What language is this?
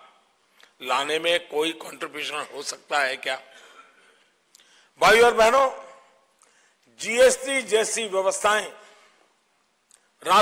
Hindi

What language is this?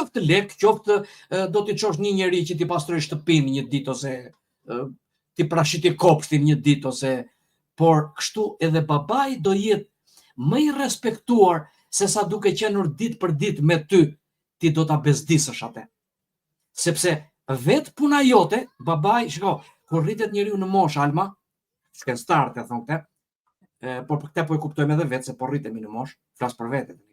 Albanian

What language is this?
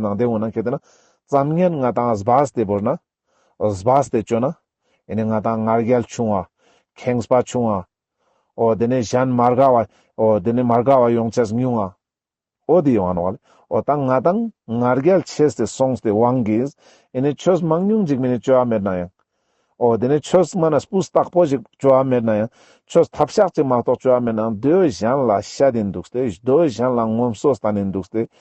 Ladakhi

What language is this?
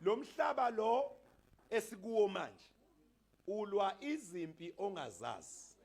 Zulu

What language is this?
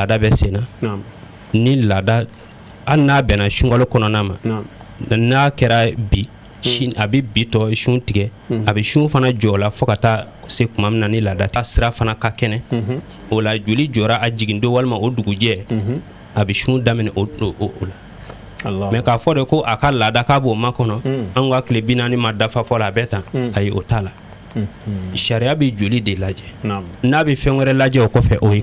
Bambara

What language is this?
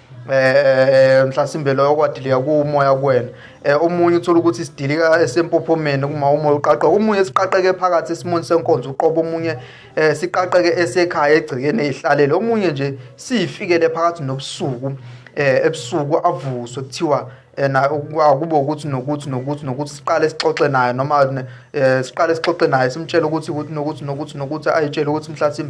Zulu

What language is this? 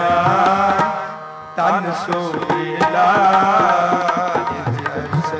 Punjabi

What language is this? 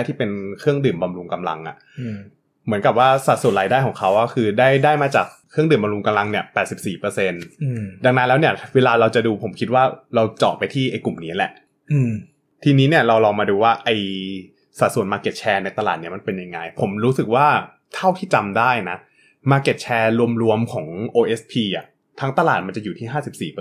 Thai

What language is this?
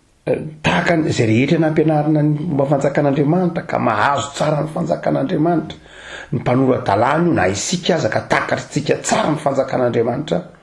Malagasy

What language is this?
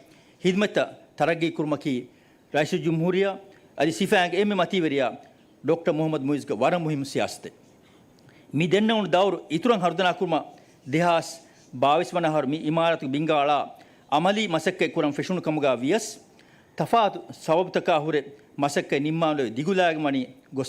Divehi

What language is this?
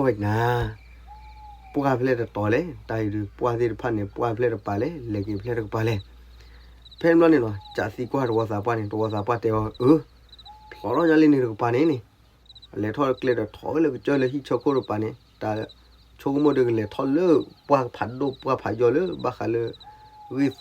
S'gaw Karen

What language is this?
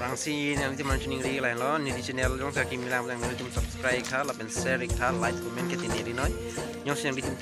Karbi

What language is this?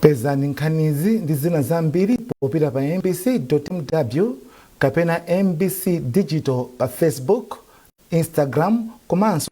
Nyanja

